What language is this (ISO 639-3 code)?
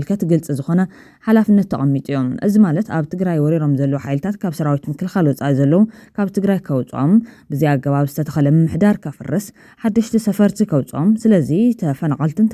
tir